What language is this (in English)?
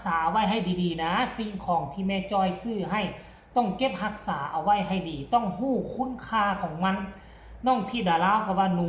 Northeastern Thai